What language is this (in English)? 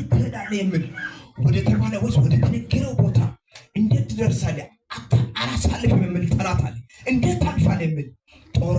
Amharic